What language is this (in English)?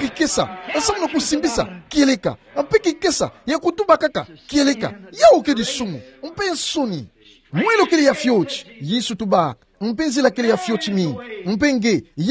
Kituba (Democratic Republic of Congo)